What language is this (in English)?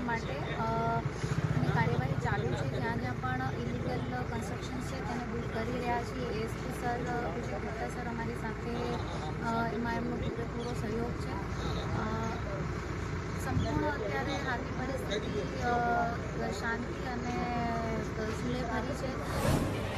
Gujarati